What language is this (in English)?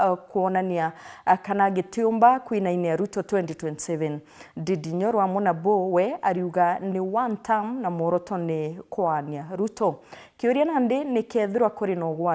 Meru